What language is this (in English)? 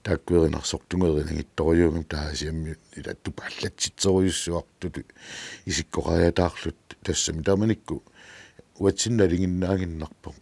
Kalaallisut